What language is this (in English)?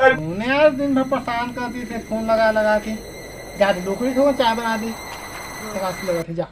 Chhattisgarhi